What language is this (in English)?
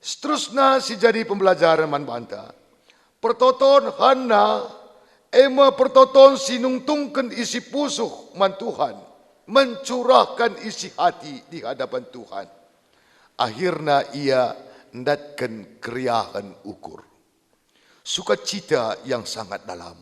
Batak Karo